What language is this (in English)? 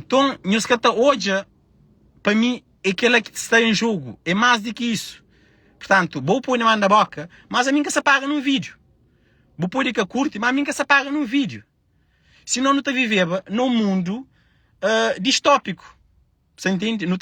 Kabuverdianu